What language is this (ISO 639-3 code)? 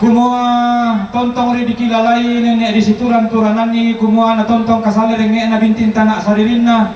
sda